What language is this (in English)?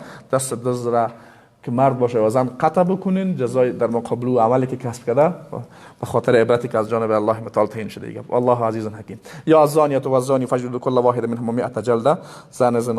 Persian